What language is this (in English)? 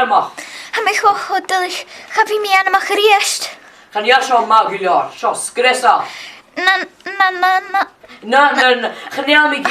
Scottish Gaelic